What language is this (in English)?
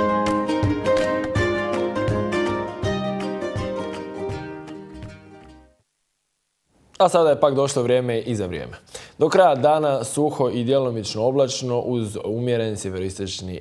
Croatian